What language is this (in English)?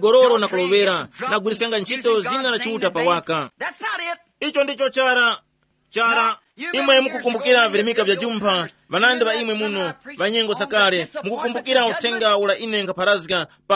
Tumbuka